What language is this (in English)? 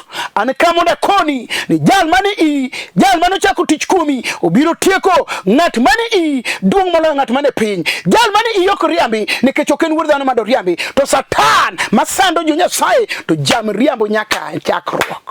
Luo (Kenya and Tanzania)